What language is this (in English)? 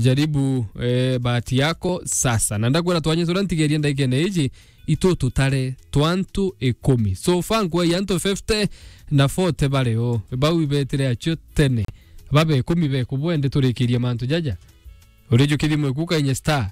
Meru